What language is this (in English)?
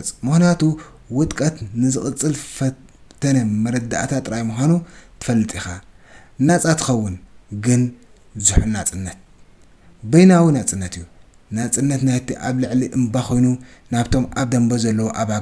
Tigrinya